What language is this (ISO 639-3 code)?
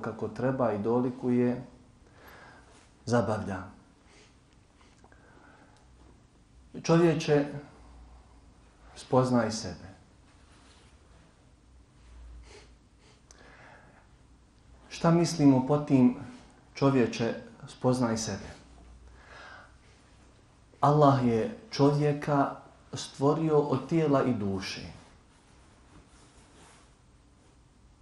bos